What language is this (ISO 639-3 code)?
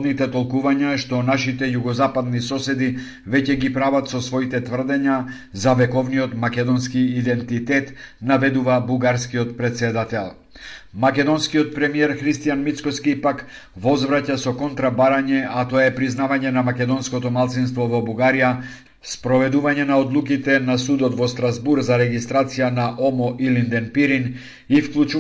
mkd